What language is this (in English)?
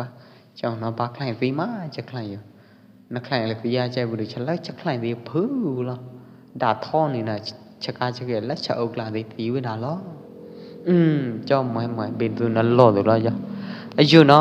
Pwo Eastern Karen